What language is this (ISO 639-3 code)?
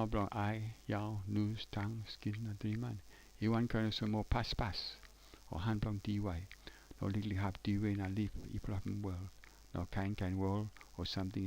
tpi